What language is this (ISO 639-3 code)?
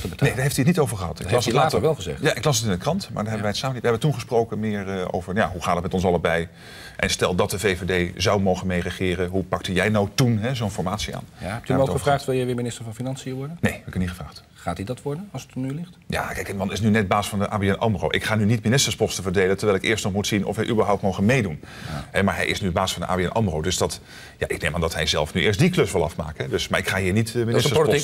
nld